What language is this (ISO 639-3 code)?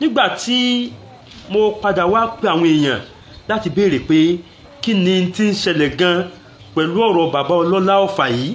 yor